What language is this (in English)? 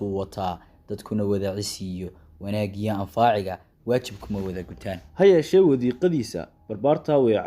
Somali